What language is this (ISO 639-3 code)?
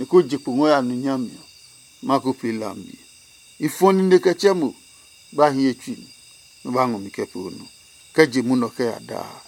ada